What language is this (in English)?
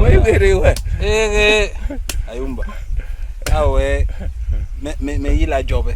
Basaa